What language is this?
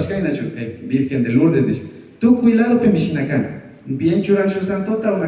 Imbabura Highland Quichua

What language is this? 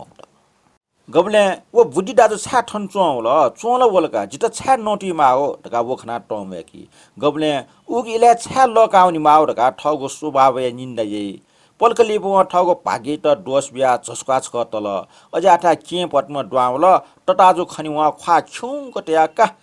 Newari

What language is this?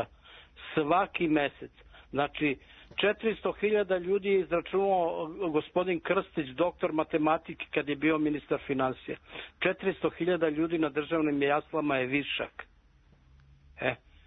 Serbian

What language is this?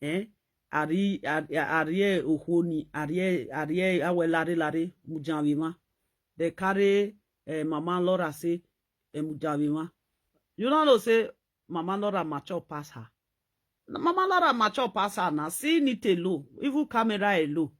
Nigerian Pidgin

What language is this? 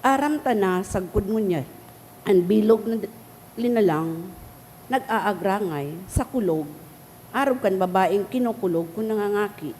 Bikol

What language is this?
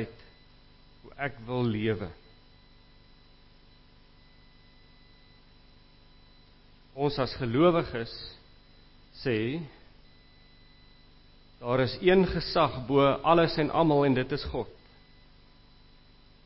Afrikaans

